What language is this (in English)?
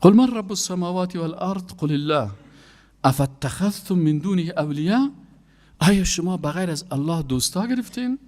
Persian